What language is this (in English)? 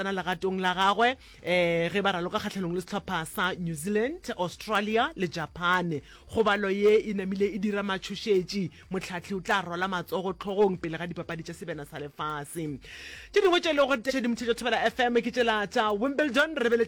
Northern Sotho